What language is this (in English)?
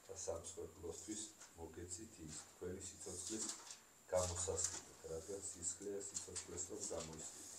Georgian